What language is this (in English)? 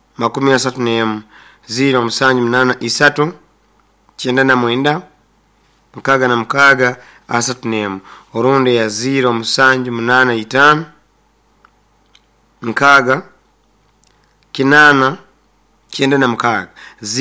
Nyoro